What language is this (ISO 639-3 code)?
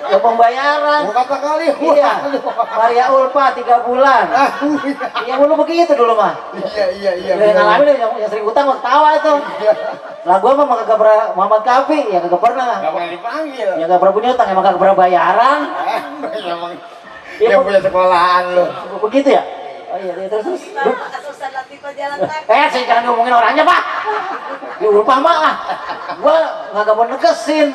bew